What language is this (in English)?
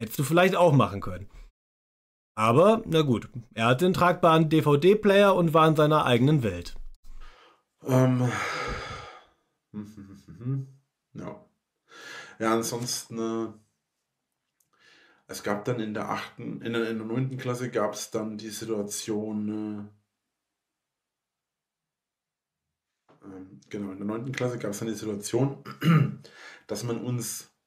German